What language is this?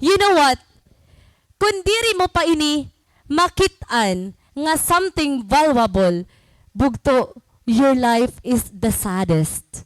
Waray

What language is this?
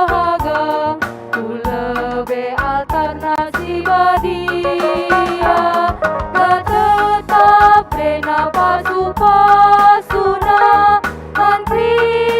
Batak Karo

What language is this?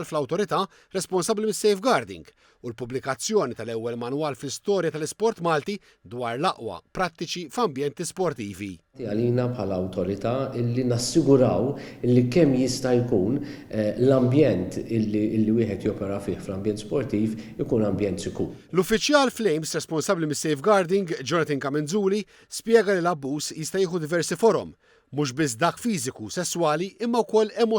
Maltese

